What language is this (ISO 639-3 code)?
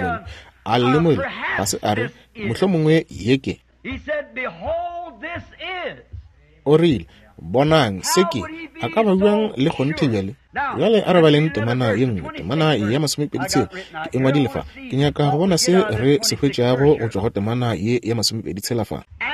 nso